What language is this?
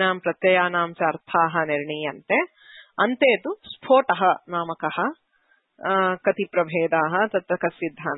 Sanskrit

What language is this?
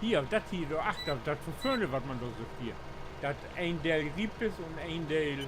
Low German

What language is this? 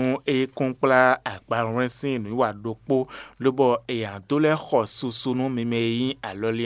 Fon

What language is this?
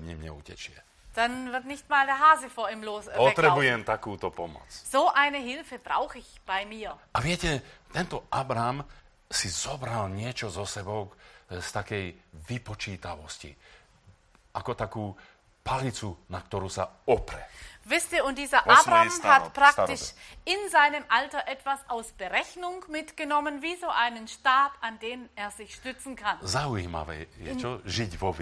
Slovak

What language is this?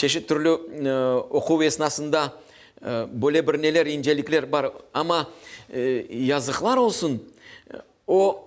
Crimean Tatar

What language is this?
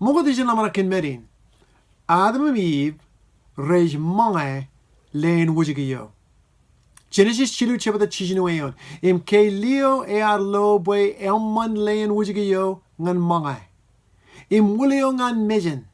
Marshallese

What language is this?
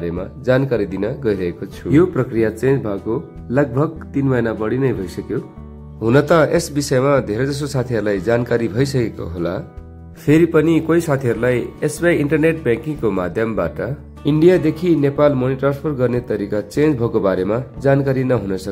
Nepali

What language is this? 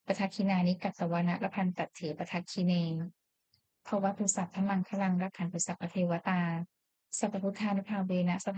Pali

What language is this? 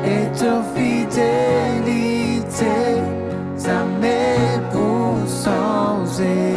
Morisyen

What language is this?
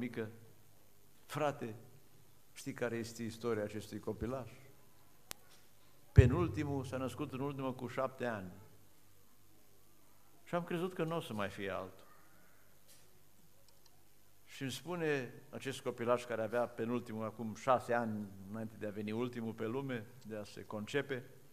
Romanian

